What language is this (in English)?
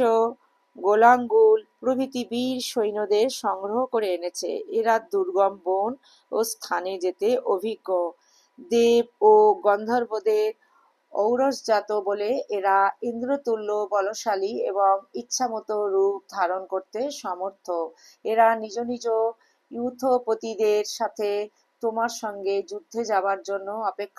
Bangla